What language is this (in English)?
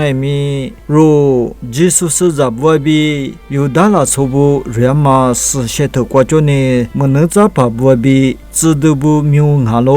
Lisu